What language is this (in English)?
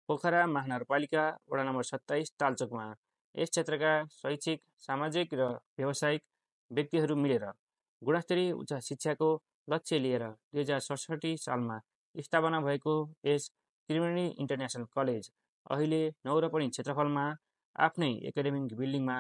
Nepali